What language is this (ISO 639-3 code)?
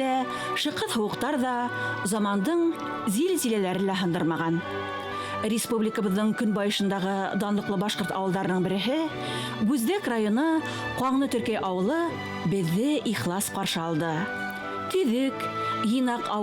bak